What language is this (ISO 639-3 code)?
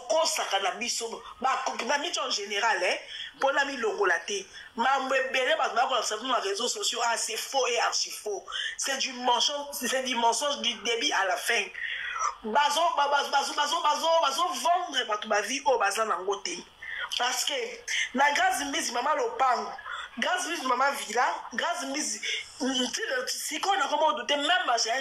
lin